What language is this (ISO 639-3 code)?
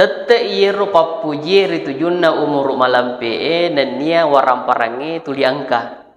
bug